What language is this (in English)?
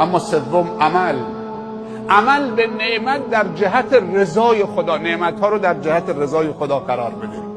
Persian